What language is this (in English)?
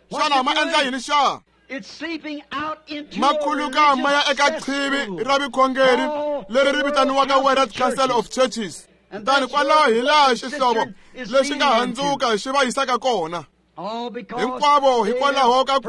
Tsonga